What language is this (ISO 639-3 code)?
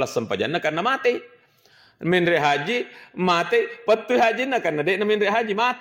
bug